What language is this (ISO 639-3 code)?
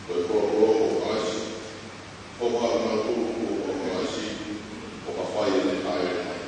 ton